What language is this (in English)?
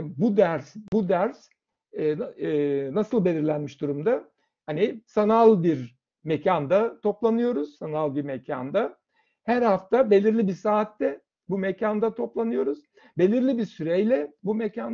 Turkish